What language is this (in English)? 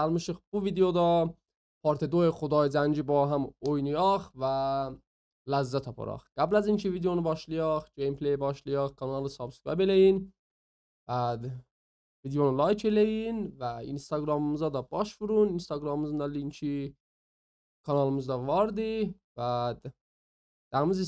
South Azerbaijani